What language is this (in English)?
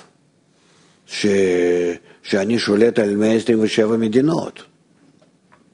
Hebrew